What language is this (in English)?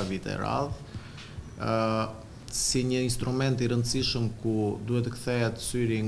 Albanian